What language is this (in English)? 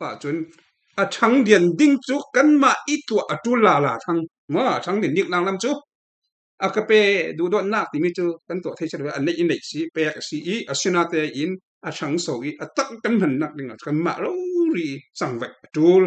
Falam Chin